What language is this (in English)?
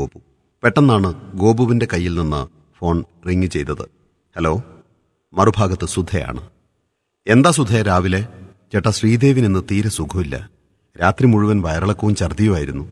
Malayalam